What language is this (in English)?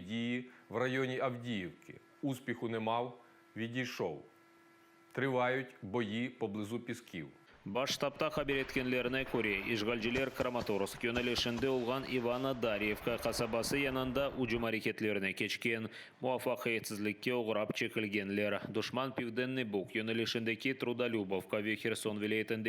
Crimean Tatar